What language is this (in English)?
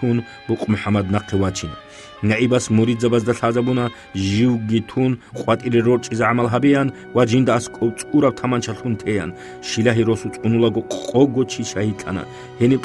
Avaric